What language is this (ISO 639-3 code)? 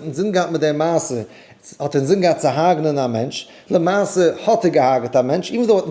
yid